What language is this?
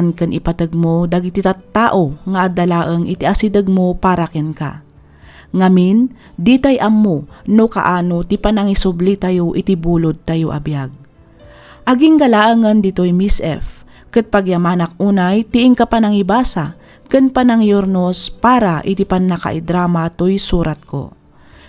Iloko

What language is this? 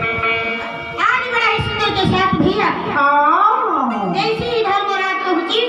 Chhattisgarhi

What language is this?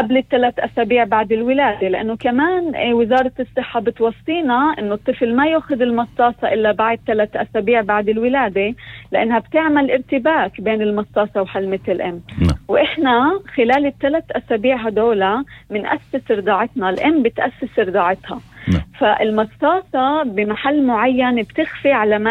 North Levantine Arabic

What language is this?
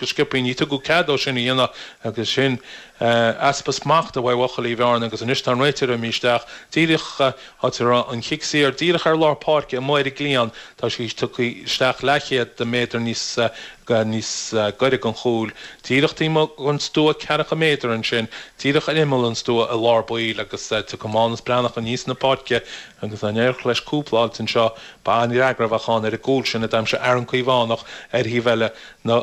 Irish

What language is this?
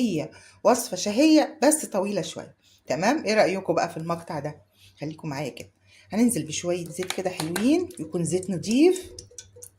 Egyptian Arabic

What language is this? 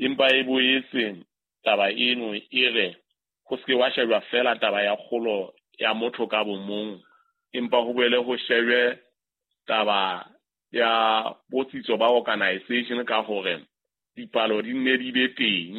Southern Sotho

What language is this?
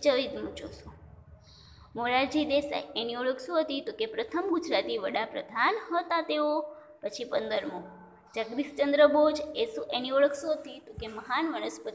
Gujarati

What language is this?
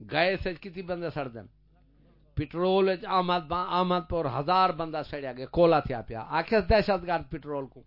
Saraiki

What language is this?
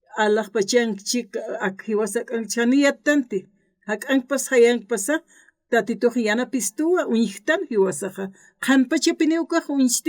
Aymara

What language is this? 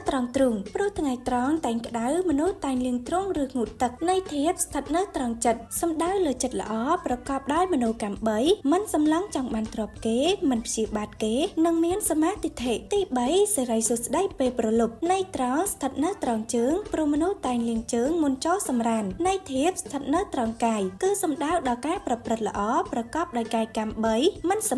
Khmer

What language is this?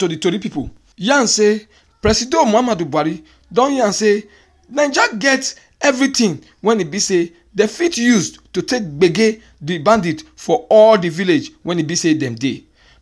Nigerian Pidgin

